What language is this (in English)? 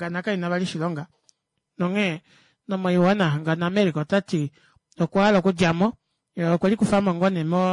Kuanyama